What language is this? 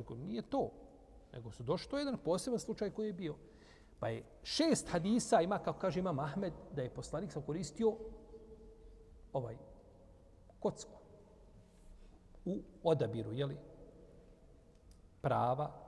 Bosnian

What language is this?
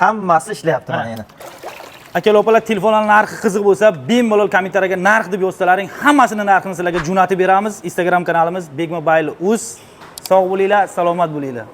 Uzbek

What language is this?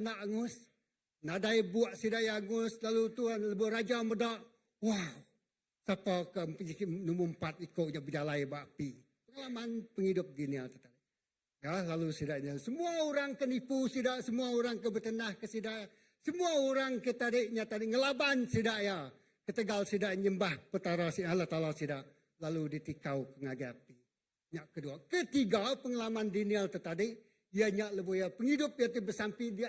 Iban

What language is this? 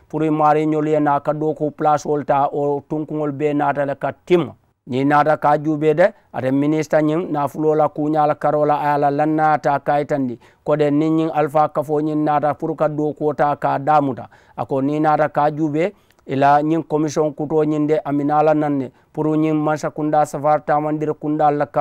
Mandingo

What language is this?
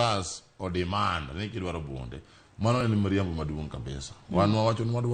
Luo (Kenya and Tanzania)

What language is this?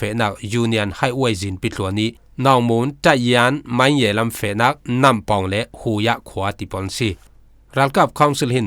Falam Chin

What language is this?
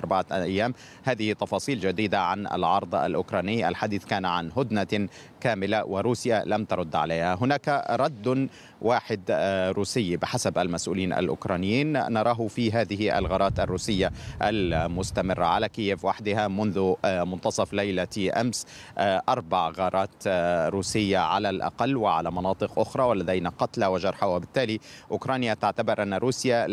Arabic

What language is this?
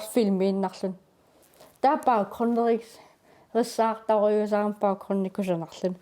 Kalaallisut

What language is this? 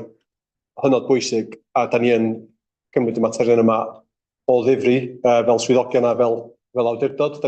Welsh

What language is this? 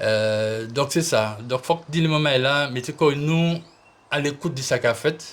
Guadeloupean Creole French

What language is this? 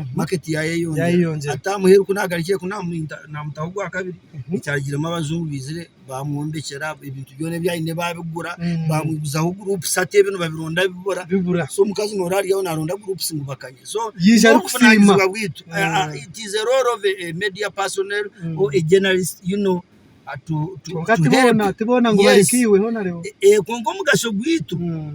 Nyankole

